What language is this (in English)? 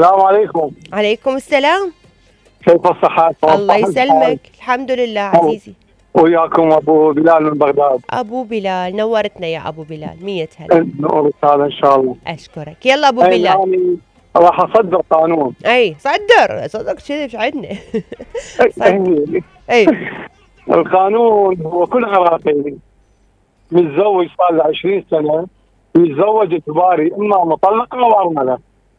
Mesopotamian Arabic